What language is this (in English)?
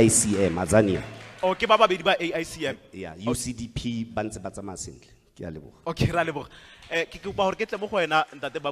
Tswana